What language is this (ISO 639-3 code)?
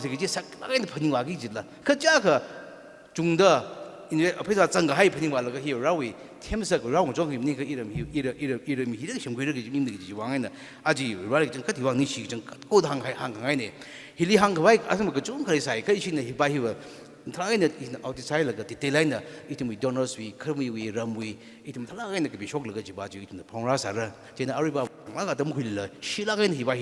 nmf